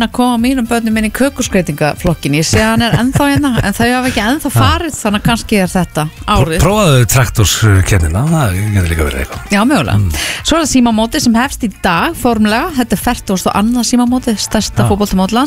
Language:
Icelandic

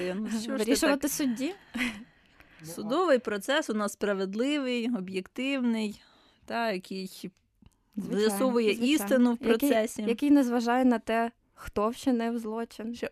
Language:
Ukrainian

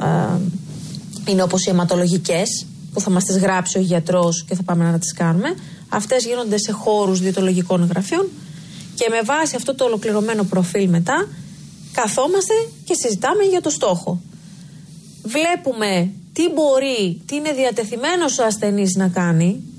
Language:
Greek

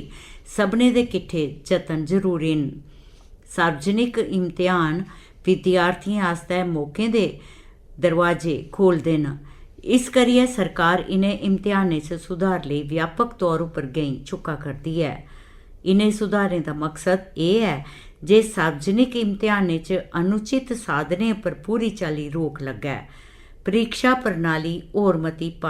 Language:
Dogri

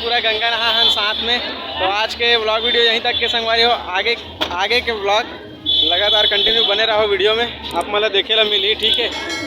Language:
Chhattisgarhi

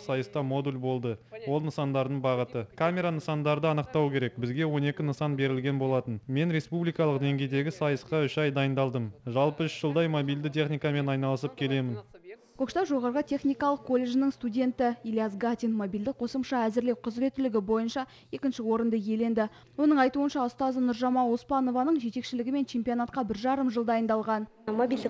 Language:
Kazakh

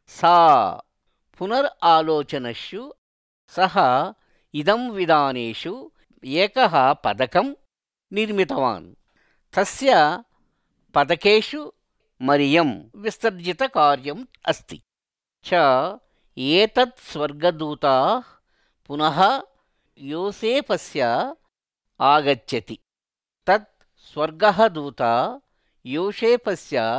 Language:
Sanskrit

